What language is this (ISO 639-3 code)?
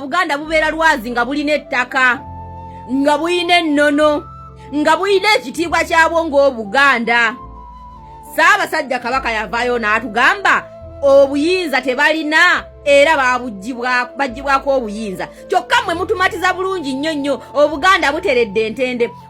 lug